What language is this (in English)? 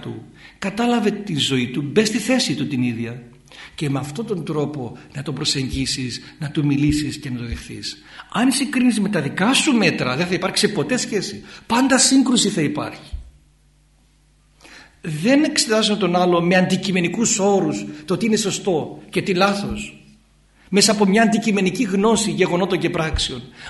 Greek